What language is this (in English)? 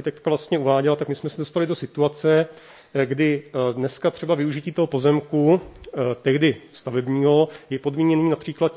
Czech